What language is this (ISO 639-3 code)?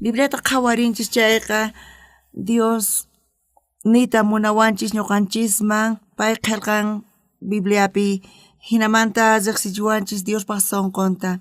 quh